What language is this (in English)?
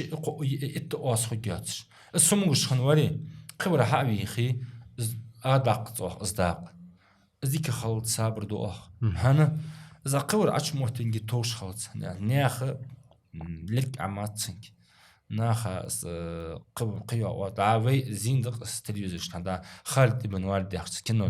Ingush